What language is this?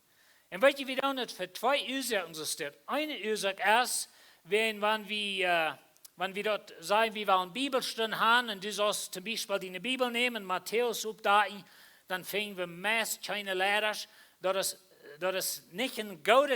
Plautdietsch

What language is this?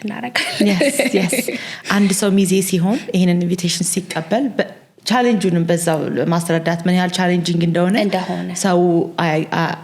Amharic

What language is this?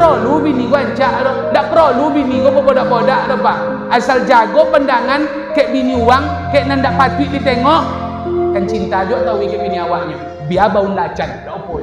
Minangkabau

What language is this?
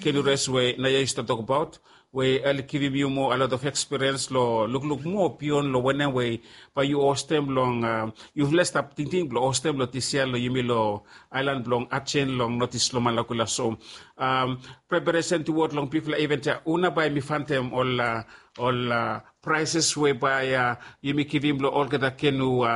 Bislama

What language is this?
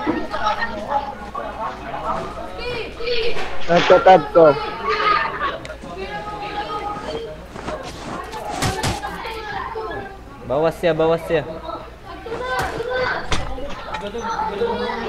Filipino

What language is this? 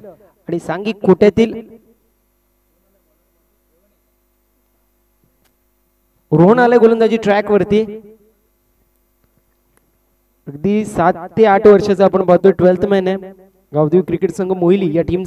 Marathi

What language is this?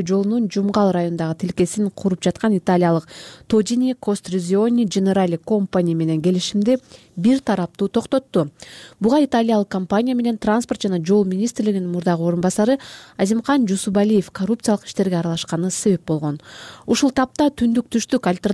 Kyrgyz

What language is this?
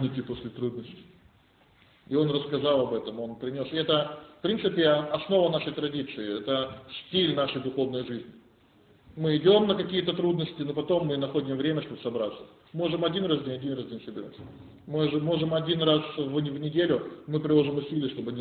Russian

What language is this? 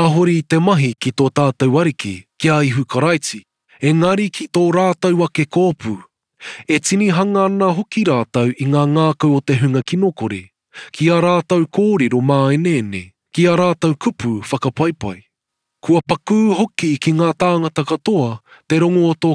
Māori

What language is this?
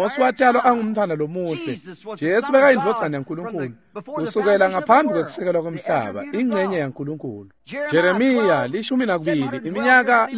Swati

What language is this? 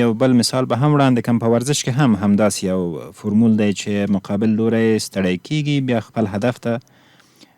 Pashto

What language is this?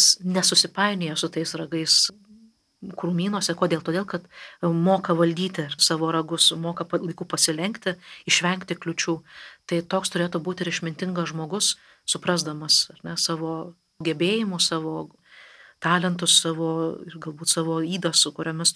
Lithuanian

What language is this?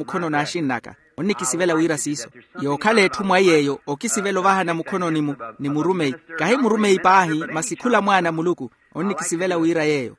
Makhuwa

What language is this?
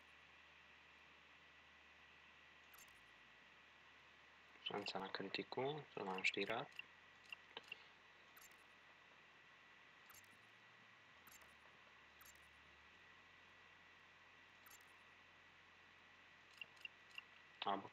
Slovak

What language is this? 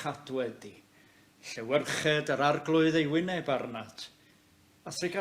Welsh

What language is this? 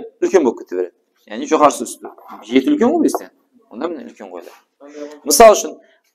Kara-Kalpak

